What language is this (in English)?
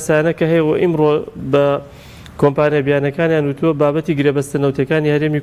Central Kurdish